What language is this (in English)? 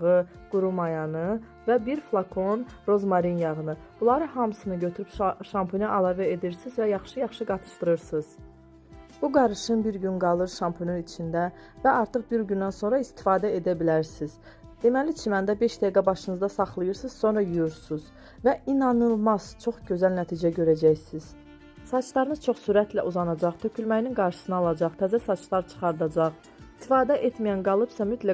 Azerbaijani